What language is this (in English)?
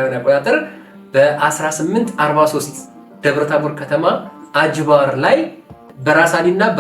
Amharic